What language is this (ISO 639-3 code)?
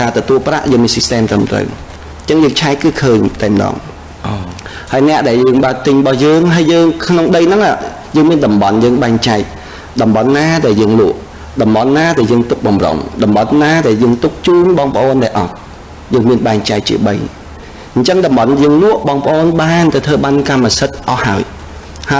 khm